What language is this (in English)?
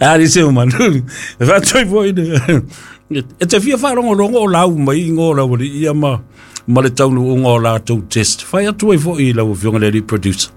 Samoan